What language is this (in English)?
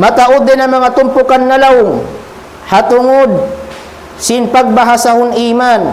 Tausug